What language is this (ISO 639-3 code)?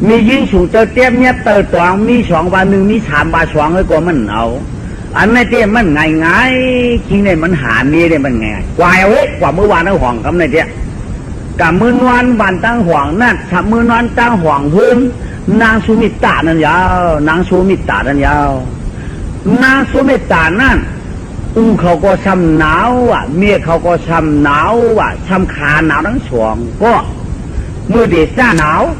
shn